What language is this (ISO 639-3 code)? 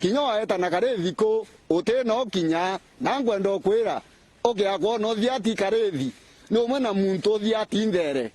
mer